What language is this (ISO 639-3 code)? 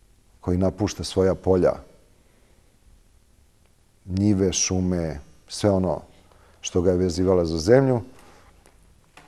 srp